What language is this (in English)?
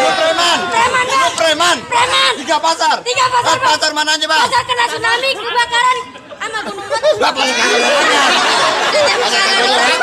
Betawi